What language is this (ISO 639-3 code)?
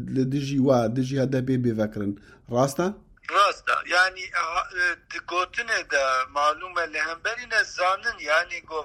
kur